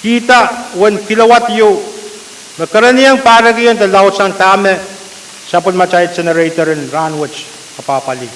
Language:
Pohnpeian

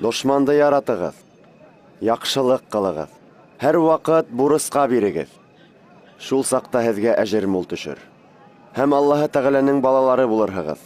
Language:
Bashkir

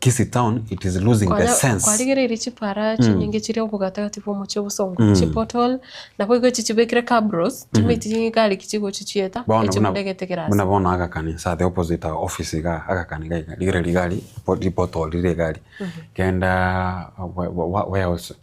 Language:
Gusii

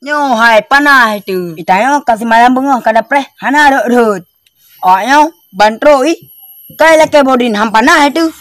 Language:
Achinese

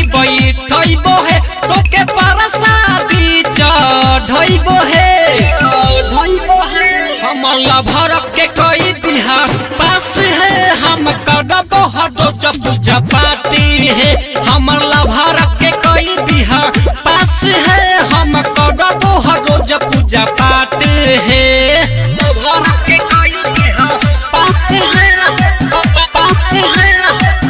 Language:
Bhojpuri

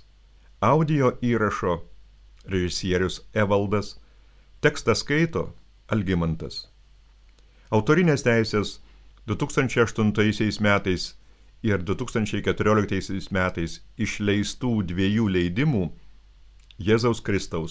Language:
Lithuanian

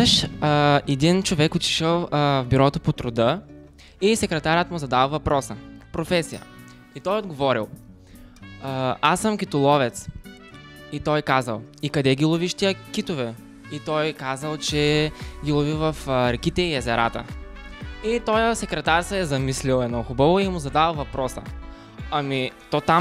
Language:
Bulgarian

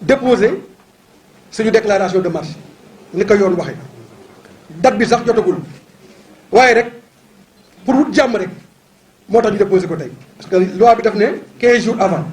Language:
Wolof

